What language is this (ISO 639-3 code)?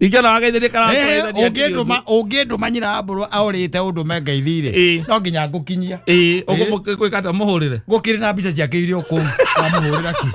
kik